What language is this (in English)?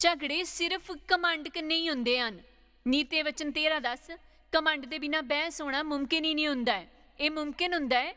Dogri